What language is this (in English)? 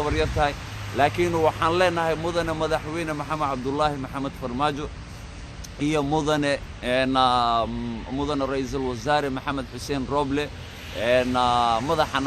Somali